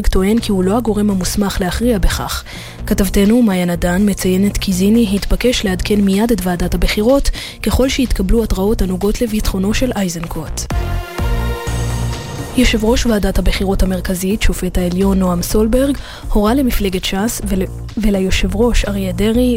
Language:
Hebrew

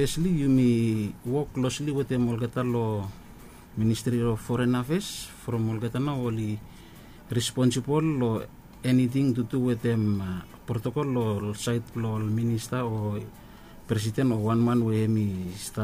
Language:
Bislama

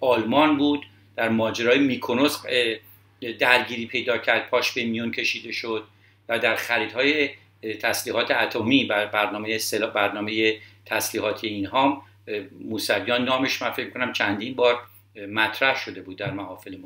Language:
Persian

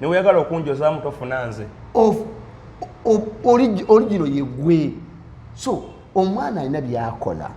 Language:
Ganda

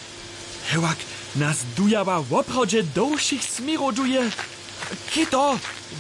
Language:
Upper Sorbian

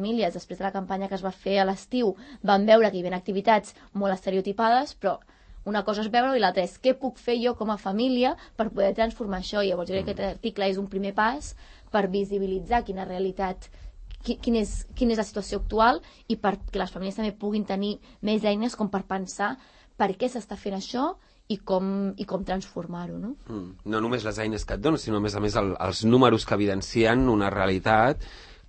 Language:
Catalan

